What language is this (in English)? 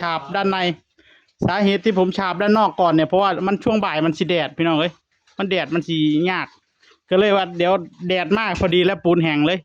Northeastern Thai